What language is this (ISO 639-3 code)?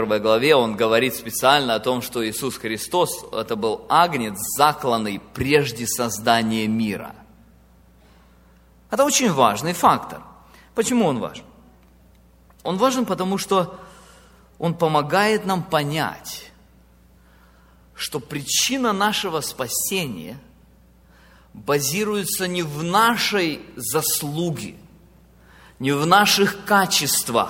rus